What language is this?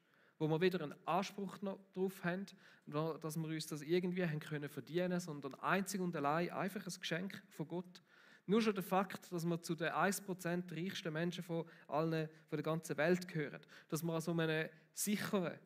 Swiss German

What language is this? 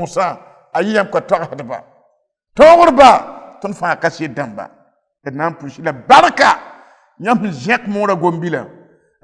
Mossi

